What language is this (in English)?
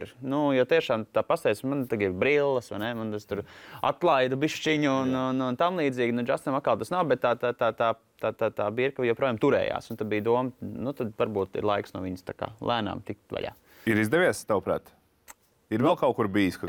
Latvian